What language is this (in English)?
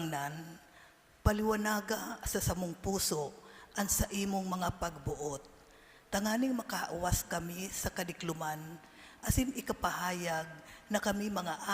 Bikol